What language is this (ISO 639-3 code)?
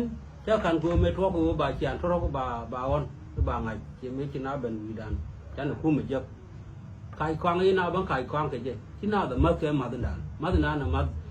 nus